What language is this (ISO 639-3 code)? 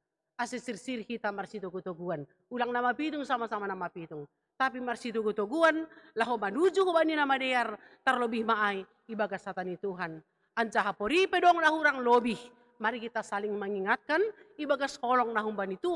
bts